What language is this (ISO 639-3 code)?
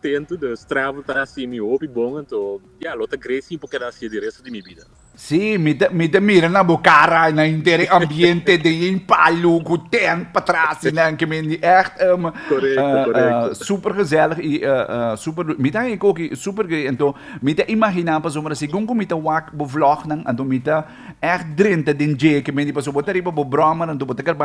pap